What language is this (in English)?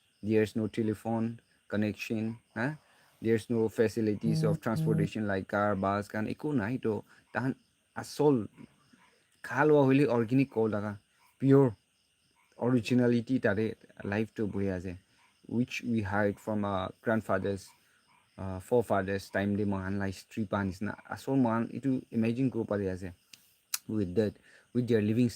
Naga Pidgin